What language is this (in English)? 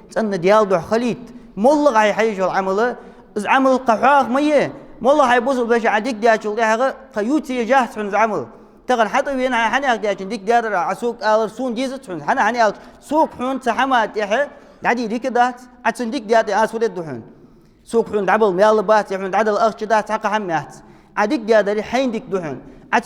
Ingush